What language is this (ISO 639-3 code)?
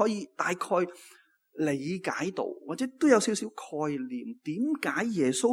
yue